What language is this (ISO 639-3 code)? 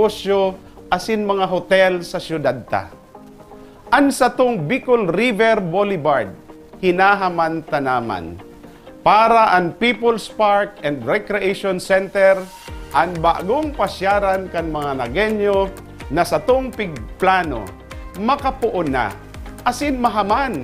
bik